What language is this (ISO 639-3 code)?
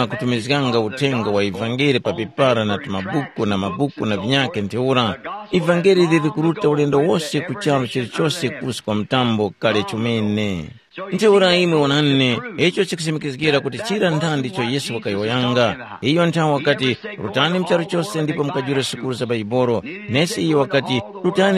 tum